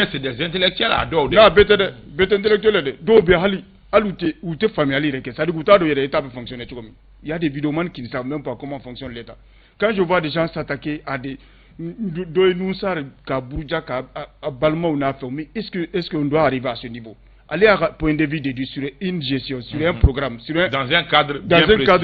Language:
Bambara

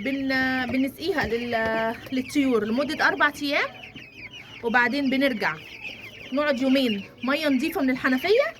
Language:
Egyptian Arabic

